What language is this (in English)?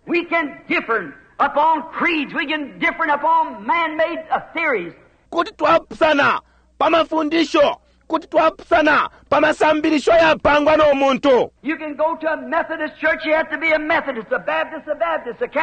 Bemba